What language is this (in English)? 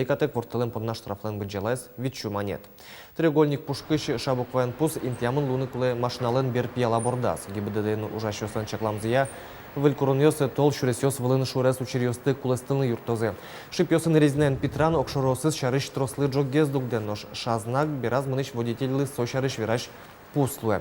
Udmurt